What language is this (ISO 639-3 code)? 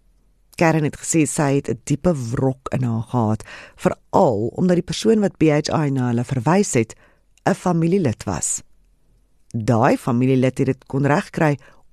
afr